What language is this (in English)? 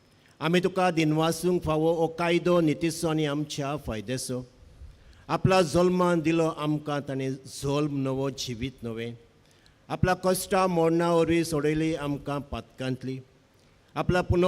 Konkani